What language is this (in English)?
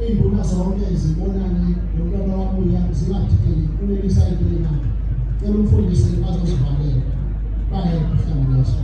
Zulu